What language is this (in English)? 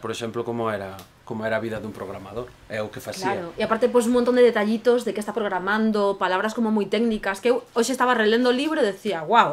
Galician